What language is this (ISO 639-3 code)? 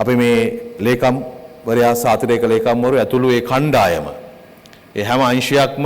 sin